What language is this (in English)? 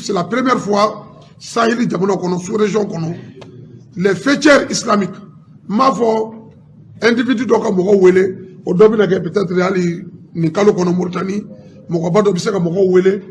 Bambara